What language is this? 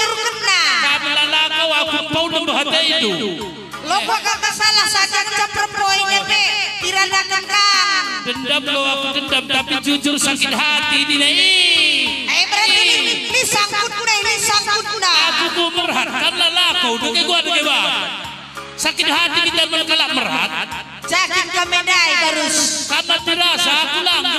Batak Karo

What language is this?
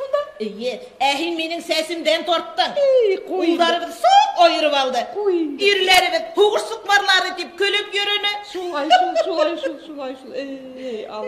Bashkir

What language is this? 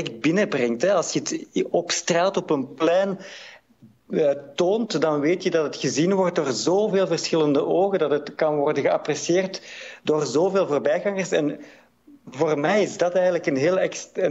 Dutch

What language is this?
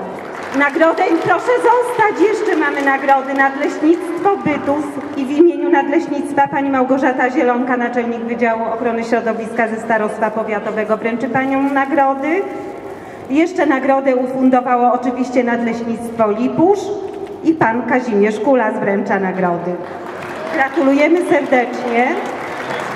Polish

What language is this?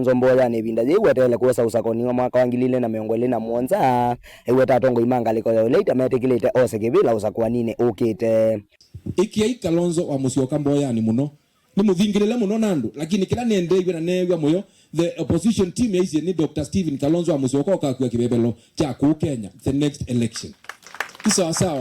Kamba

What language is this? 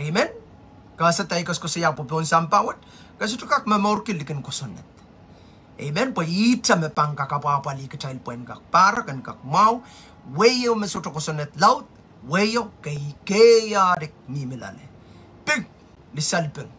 Pohnpeian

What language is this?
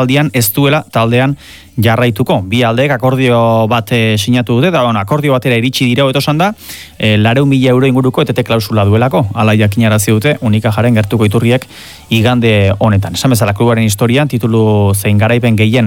Basque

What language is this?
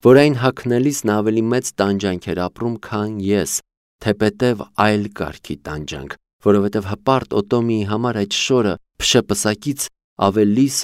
Armenian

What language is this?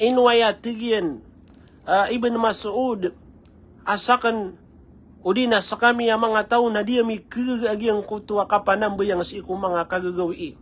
Maranao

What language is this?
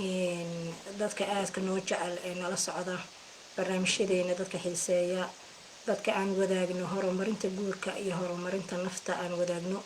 Somali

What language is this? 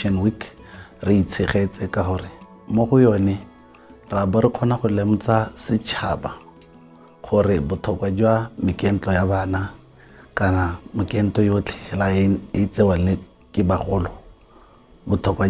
Tswana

